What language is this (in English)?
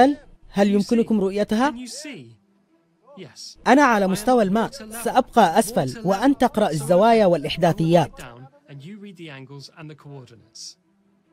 Arabic